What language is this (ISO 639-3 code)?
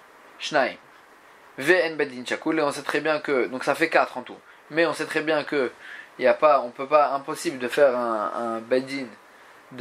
fra